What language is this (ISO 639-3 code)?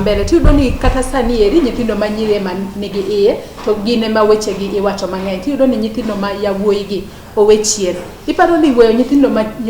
luo